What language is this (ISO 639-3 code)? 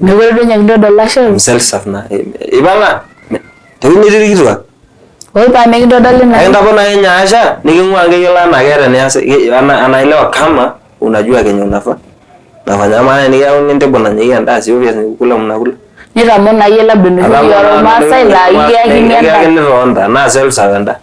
mas